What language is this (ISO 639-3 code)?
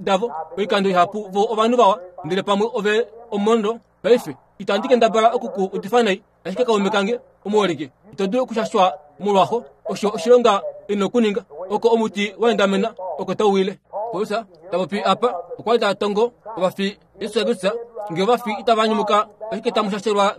kua